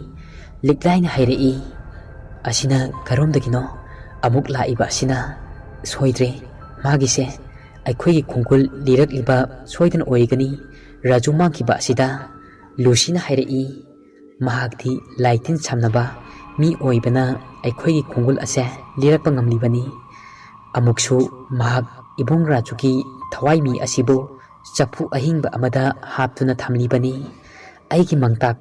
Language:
Manipuri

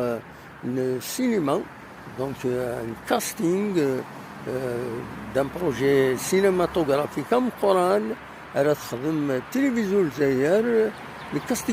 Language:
Kabyle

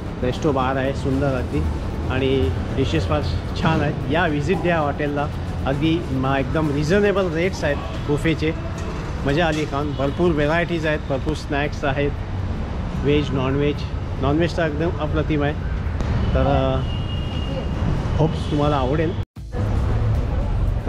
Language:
Marathi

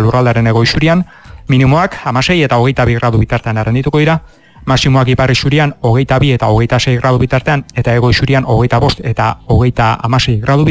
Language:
Basque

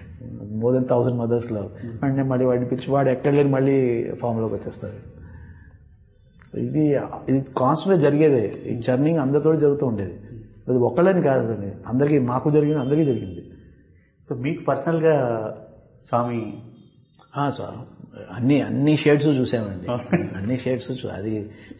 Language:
Telugu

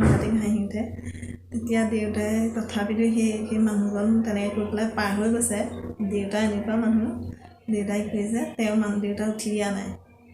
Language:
Assamese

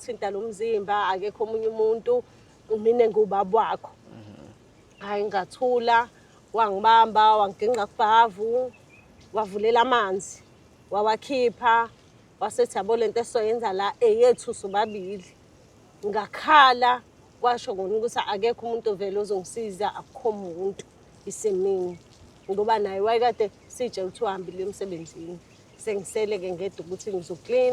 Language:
Zulu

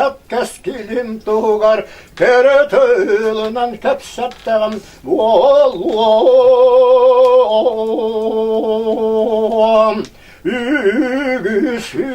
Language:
Yakut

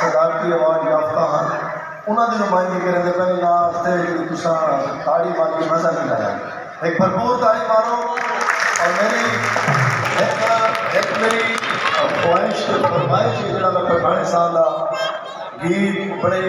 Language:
Saraiki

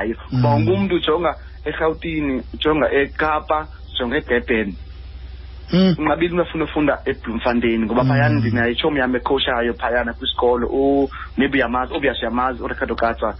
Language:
Xhosa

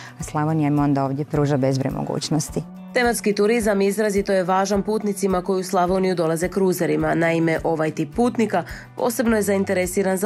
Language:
Croatian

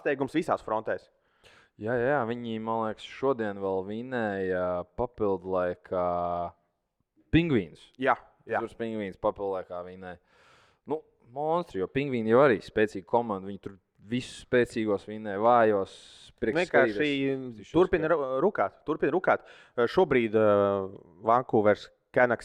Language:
Latvian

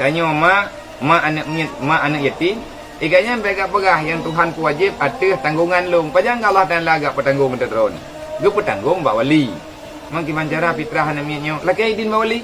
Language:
Achinese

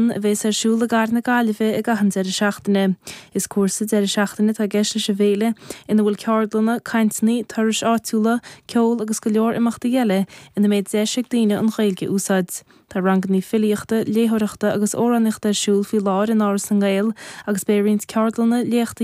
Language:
Irish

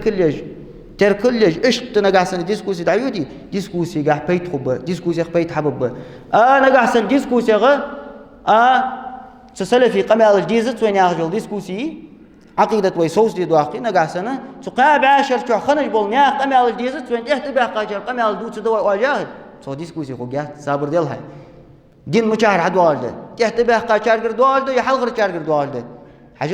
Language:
Ingush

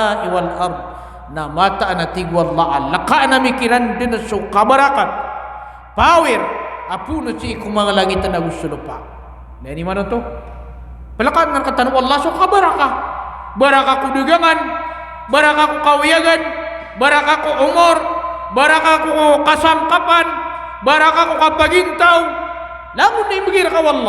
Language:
Maranao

